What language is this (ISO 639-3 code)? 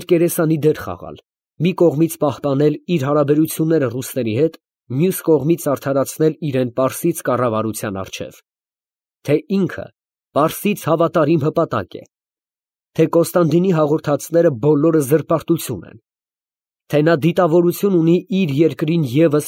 hye